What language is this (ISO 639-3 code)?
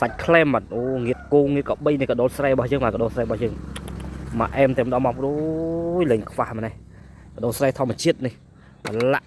khm